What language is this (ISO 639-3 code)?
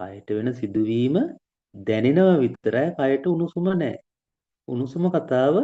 sin